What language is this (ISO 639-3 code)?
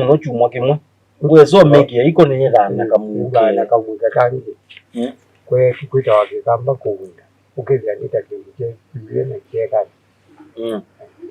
kam